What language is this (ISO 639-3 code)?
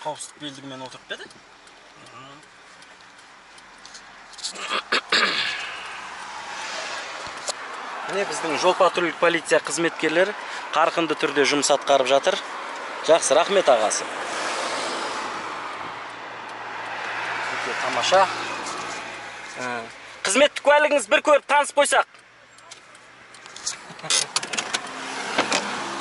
kaz